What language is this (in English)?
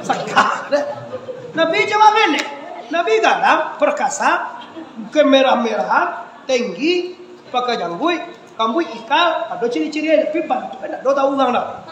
Minangkabau